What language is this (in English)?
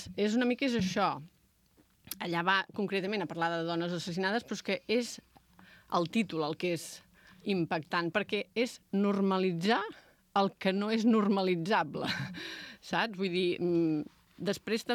Catalan